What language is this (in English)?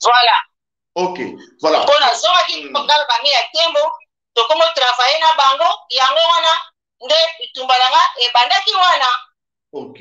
Lingala